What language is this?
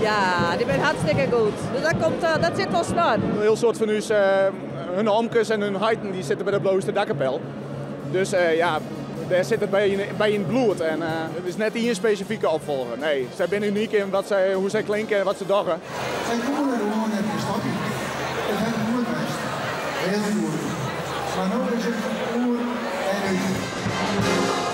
Western Frisian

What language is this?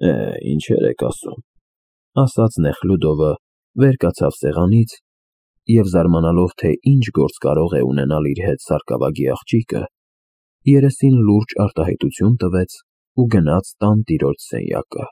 Armenian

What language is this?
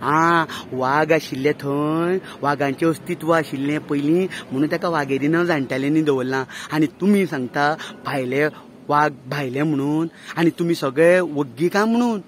Konkani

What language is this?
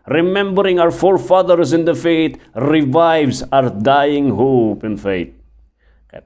Iloko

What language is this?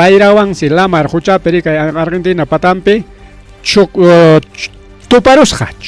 Ayacucho Quechua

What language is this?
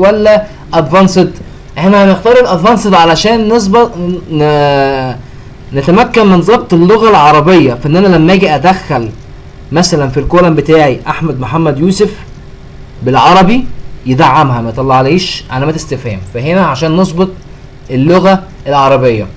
Egyptian Arabic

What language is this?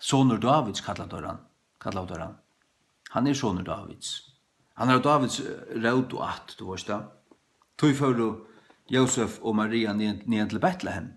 Faroese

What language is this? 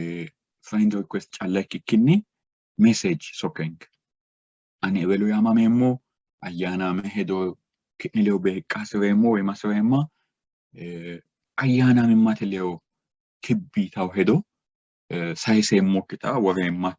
Sidamo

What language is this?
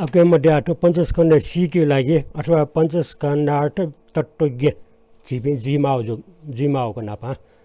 Newari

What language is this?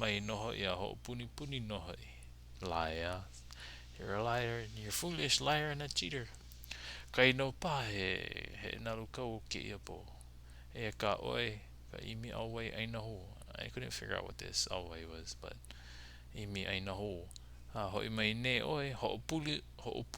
Hawaiian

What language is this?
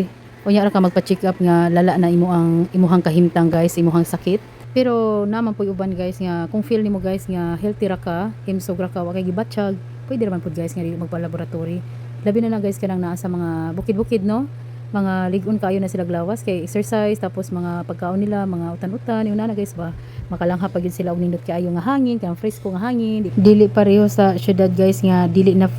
Cebuano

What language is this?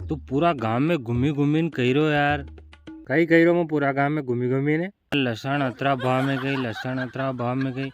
Rajasthani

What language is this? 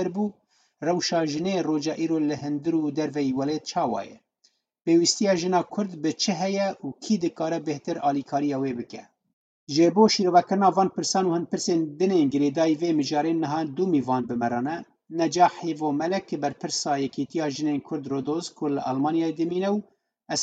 Kurdish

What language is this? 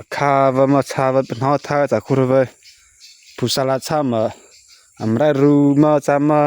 Mara Chin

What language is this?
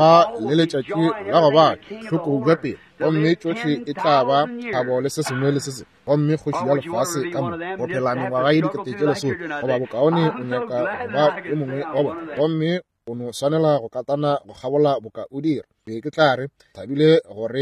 Northern Sotho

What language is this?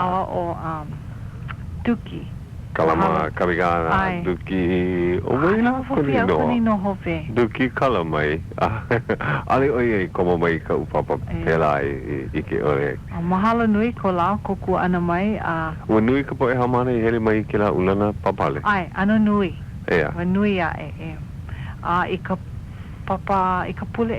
Hawaiian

